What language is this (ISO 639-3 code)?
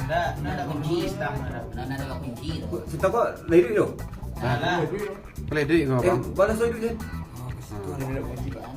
min